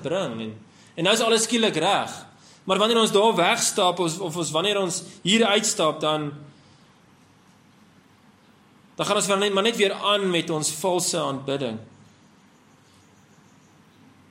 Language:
Afrikaans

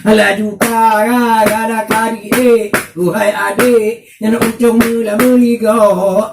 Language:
Achinese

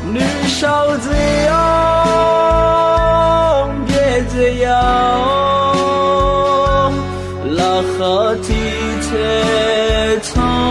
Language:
Akha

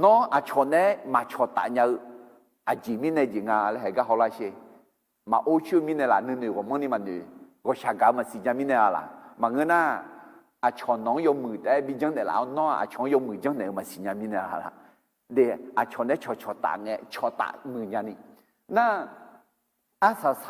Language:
Akha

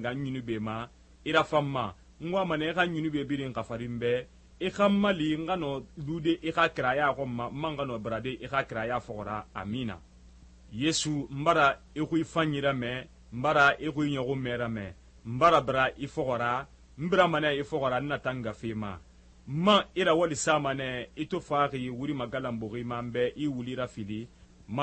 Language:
Susu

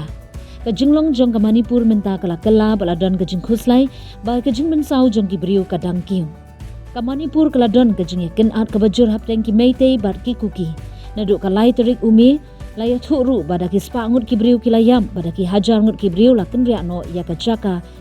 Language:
Khasi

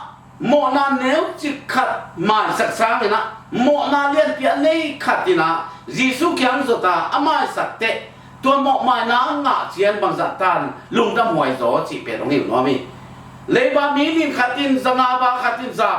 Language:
Tedim Chin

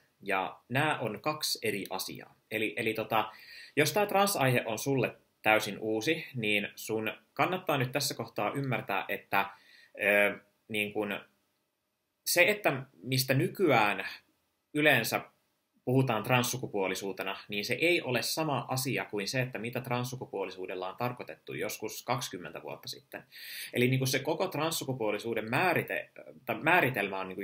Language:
Finnish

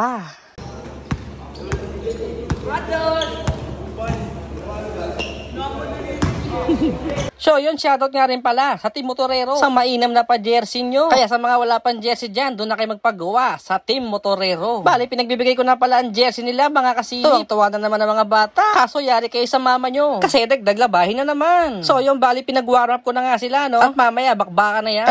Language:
Filipino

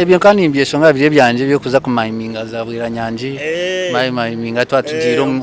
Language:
Nyankole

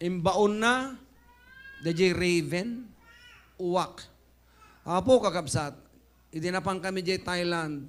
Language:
Iloko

